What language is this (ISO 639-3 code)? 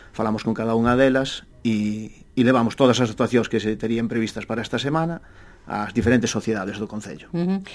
glg